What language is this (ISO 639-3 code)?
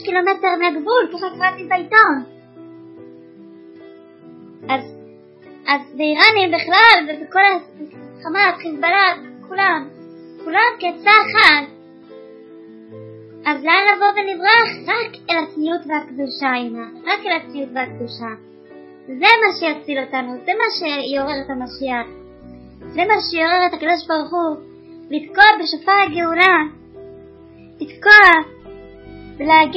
heb